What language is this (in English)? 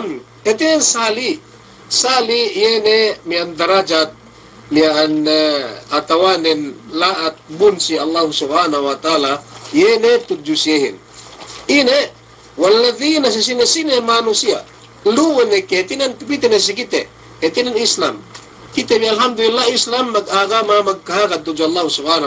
Yakan